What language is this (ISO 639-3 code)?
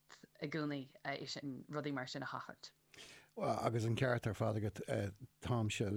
gle